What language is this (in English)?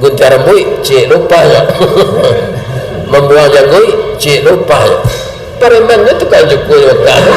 Minangkabau